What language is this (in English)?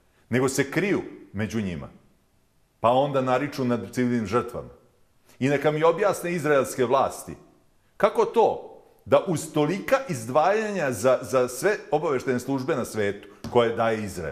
Bosnian